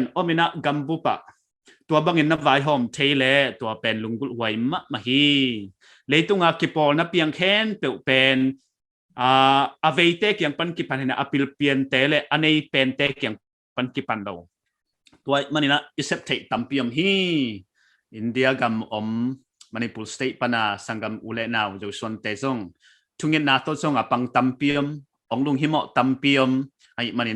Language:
Paite Chin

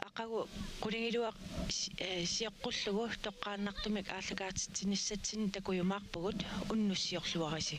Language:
Kalaallisut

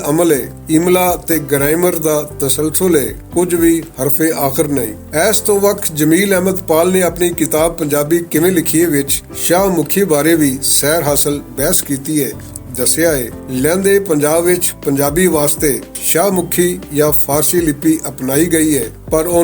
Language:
Western Panjabi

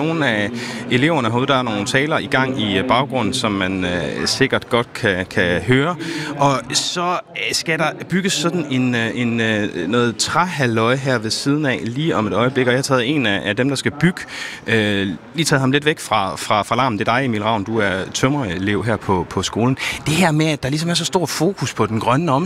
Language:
Danish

